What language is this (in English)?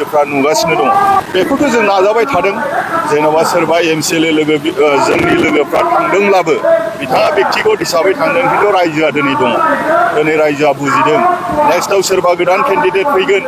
Bodo